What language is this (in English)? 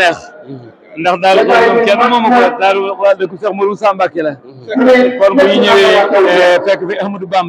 Wolof